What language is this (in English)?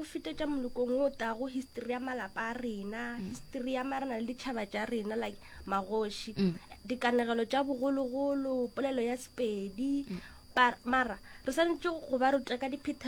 Northern Sotho